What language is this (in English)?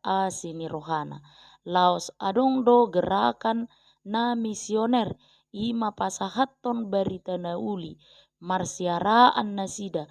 Batak Toba